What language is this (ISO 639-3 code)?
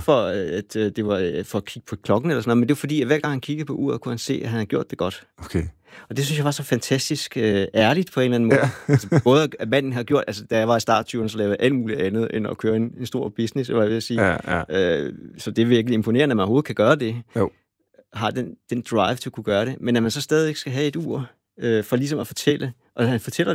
dan